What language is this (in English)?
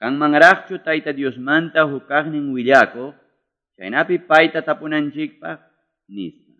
Quechua